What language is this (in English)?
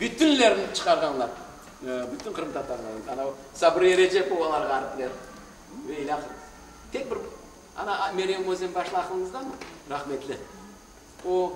Crimean Tatar